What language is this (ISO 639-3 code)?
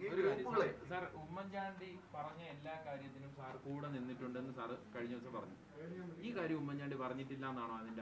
mal